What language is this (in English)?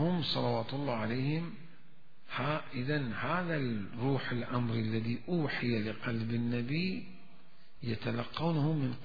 Mesopotamian Arabic